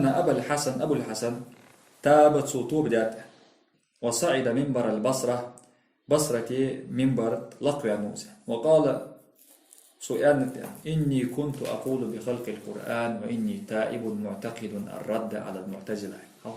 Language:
Ingush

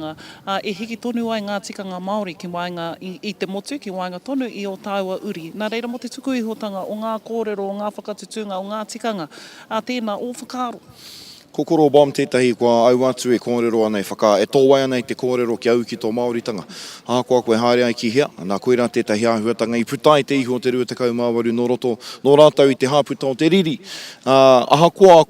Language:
Māori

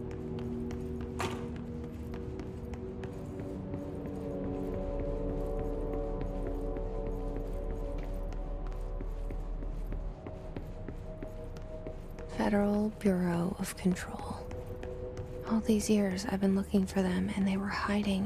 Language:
English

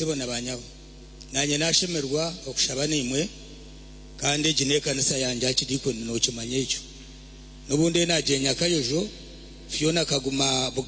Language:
Nyankole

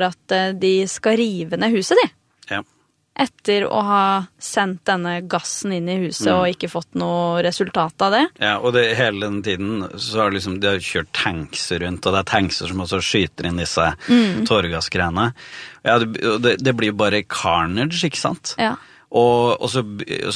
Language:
Norwegian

